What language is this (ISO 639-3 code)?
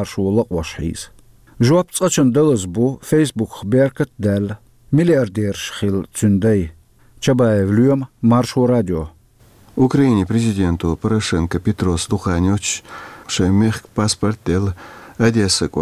che